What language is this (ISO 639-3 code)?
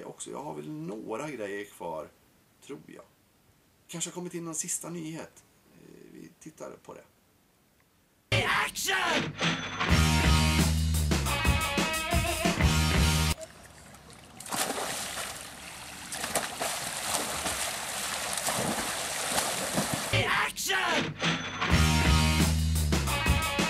swe